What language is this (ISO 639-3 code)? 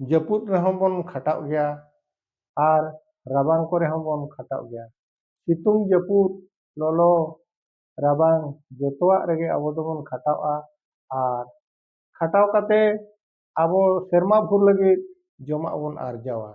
sat